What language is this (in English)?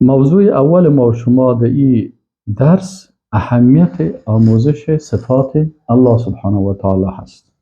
Persian